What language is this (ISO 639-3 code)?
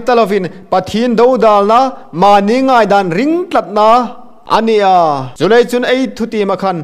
hmr